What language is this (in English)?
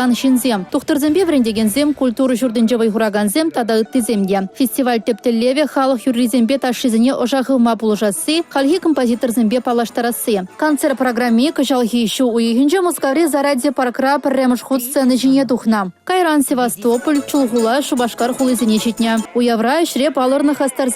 Chuvash